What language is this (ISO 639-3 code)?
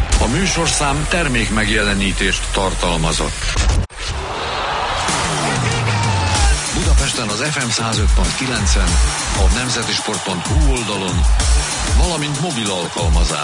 hun